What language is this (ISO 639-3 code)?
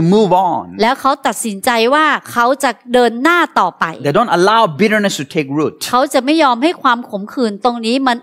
tha